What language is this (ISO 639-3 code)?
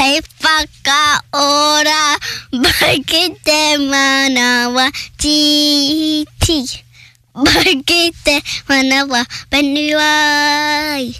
mri